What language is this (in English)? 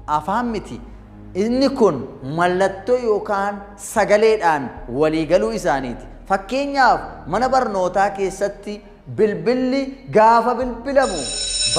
Oromo